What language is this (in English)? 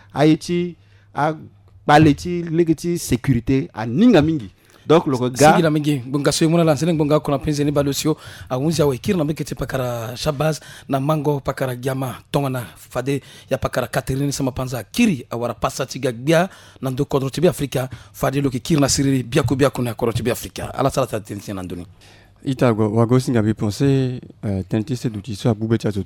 Sango